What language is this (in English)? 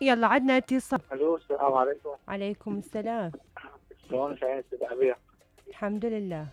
Mesopotamian Arabic